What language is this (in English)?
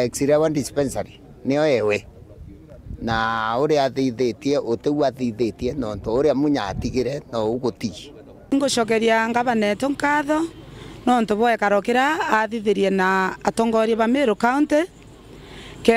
Meru